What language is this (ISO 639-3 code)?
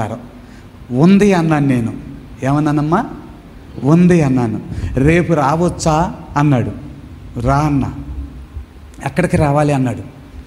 tel